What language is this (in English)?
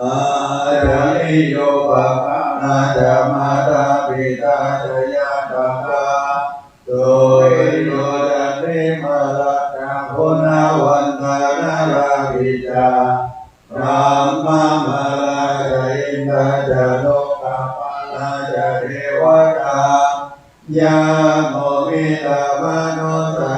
Pali